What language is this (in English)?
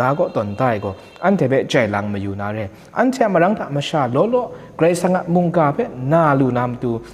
Kachin